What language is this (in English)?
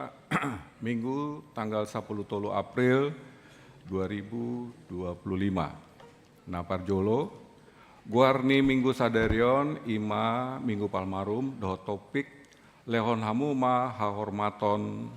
Batak Toba